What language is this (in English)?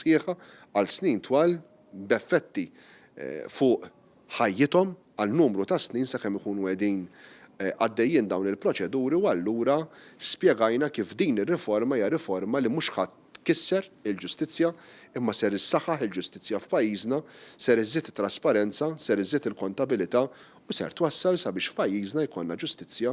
Maltese